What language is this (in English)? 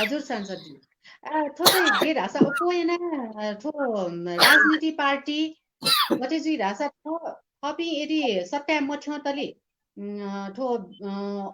Newari